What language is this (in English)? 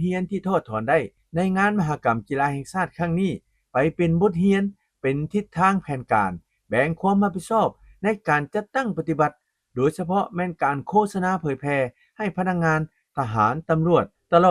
Lao